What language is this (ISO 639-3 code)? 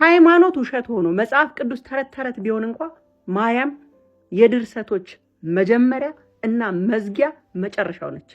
amh